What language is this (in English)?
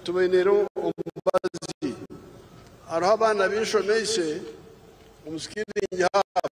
Nyankole